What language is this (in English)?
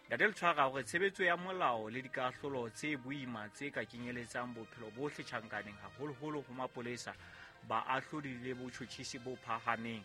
Southern Sotho